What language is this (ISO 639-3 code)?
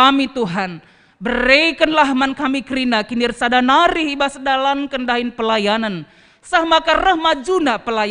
btx